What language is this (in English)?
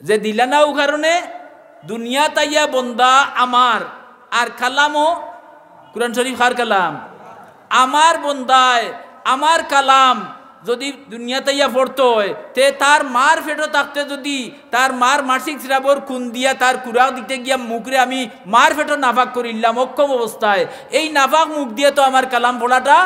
Sylheti